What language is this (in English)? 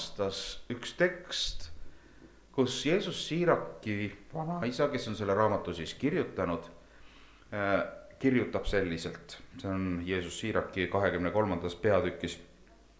Estonian